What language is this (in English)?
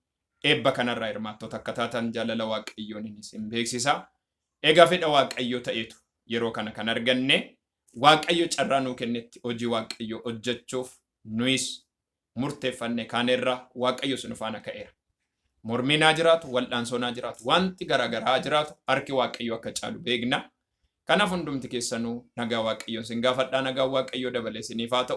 Oromo